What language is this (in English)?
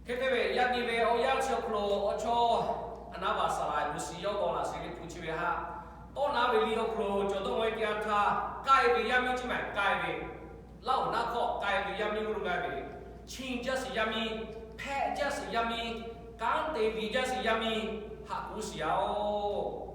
Lahu